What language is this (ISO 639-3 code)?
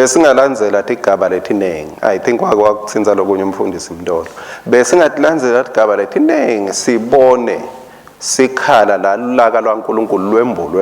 ssw